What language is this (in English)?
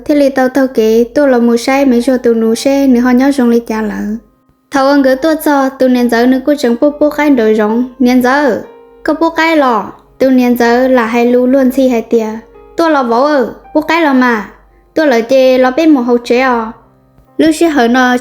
Hmong